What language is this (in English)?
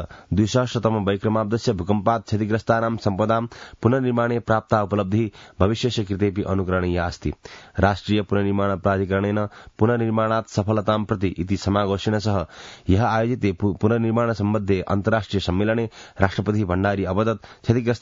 Sanskrit